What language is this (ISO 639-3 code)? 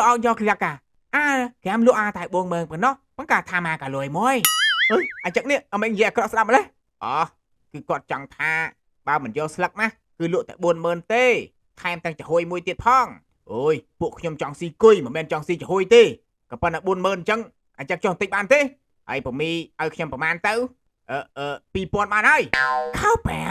khm